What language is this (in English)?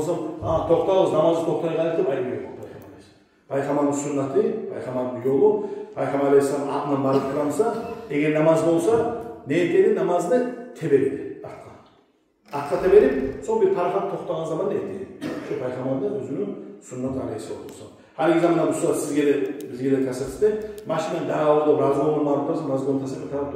Kumyk